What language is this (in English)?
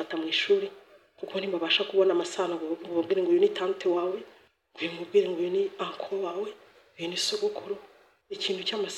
Kinyarwanda